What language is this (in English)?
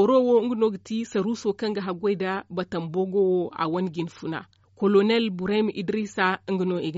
Zarma